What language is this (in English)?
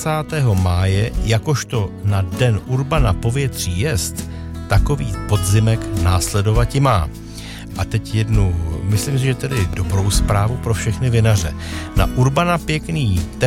Czech